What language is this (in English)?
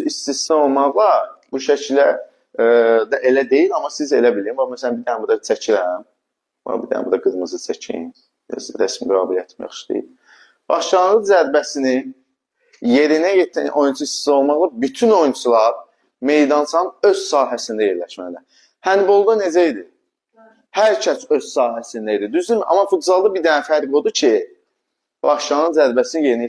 Azerbaijani